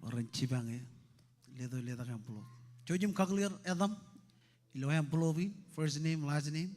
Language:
Marshallese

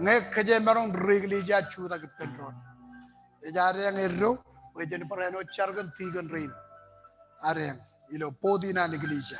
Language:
Marshallese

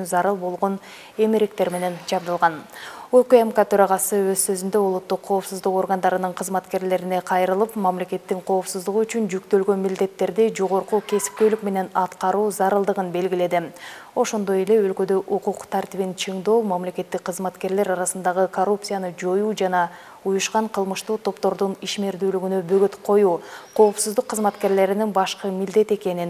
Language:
Kyrgyz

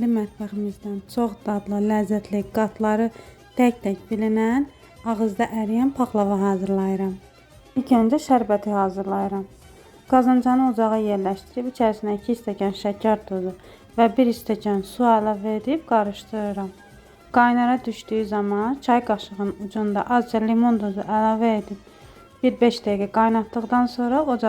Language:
Azerbaijani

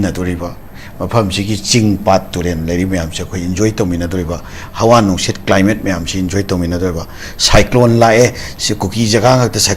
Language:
Manipuri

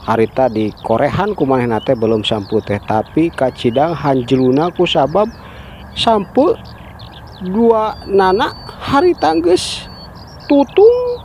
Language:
Sundanese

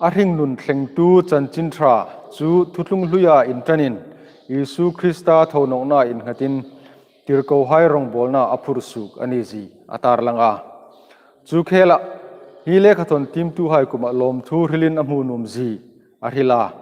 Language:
Hmar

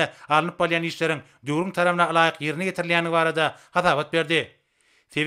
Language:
Turkmen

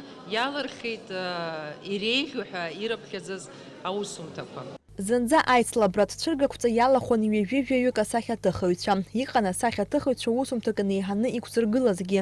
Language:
Abkhazian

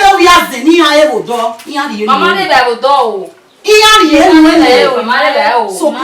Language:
Bini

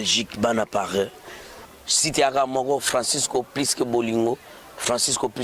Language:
Lingala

